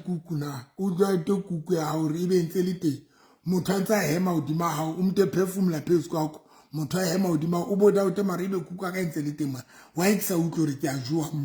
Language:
Southern Sotho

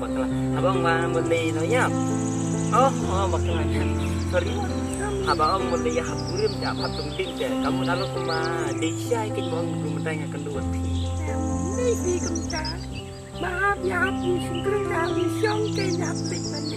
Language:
Khasi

